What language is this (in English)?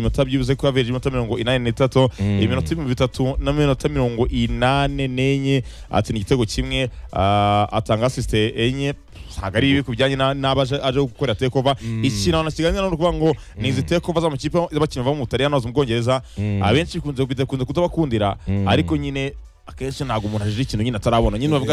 Kinyarwanda